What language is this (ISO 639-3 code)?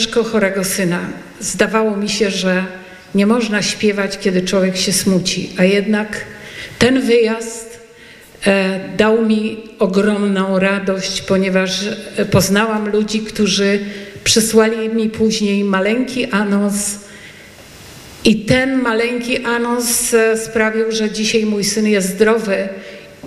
pol